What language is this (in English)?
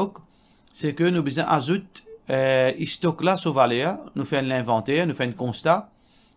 Morisyen